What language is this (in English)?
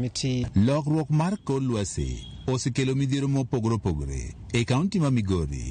Luo (Kenya and Tanzania)